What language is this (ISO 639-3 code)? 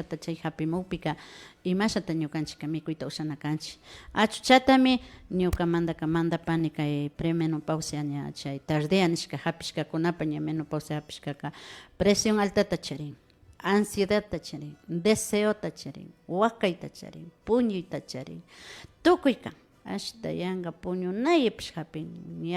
qvi